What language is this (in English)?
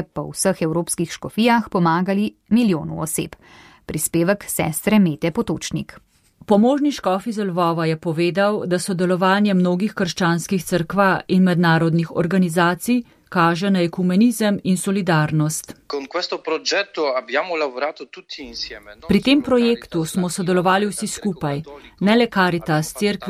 Slovenian